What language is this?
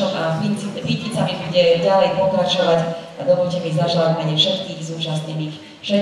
Slovak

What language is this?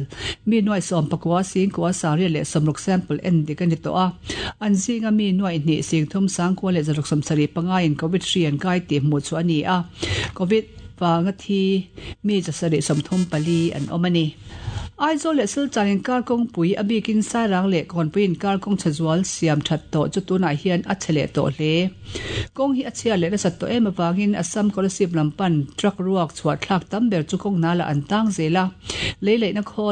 Mizo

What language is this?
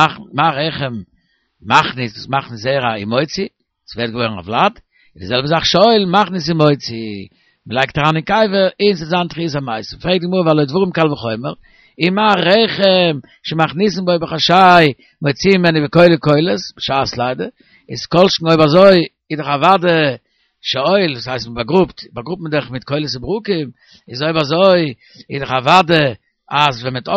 Yiddish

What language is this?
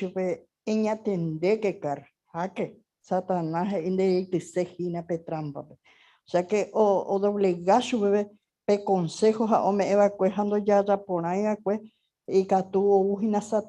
Guarani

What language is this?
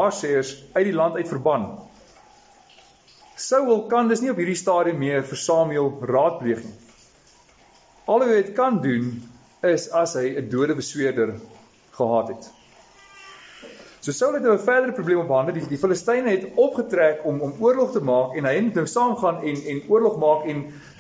Afrikaans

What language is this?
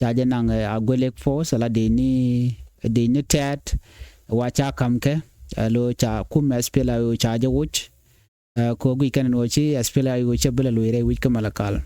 Nuer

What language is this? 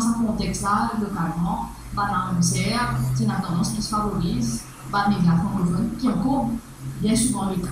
Morisyen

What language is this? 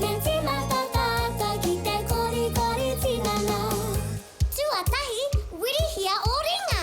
Māori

